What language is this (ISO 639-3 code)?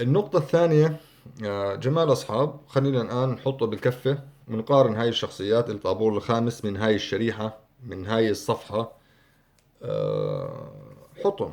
apc